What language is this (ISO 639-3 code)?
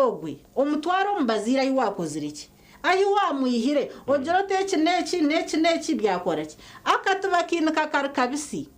nyn